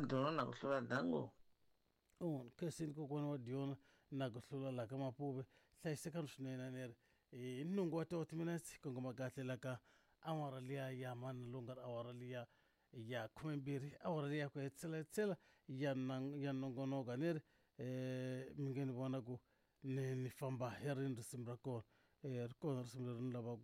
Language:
Tsonga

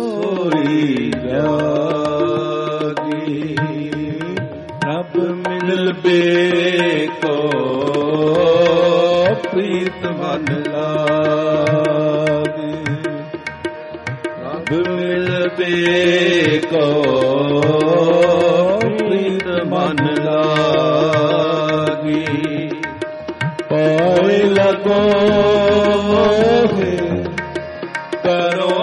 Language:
Punjabi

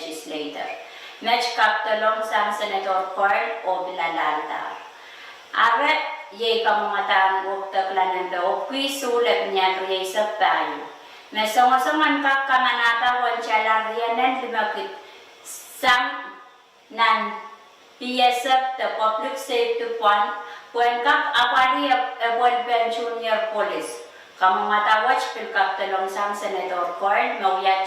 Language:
Pohnpeian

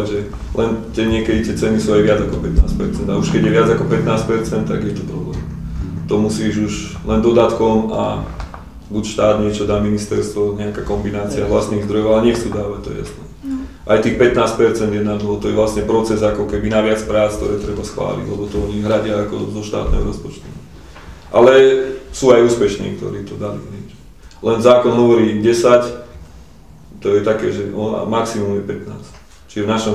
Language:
Slovak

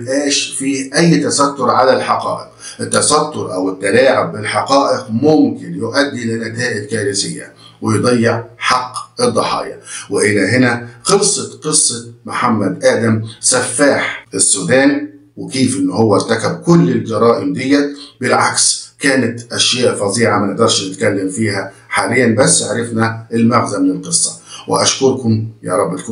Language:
Egyptian Arabic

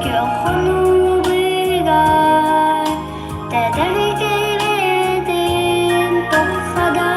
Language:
Yakut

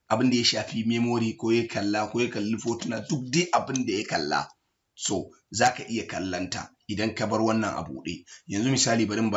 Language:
Hausa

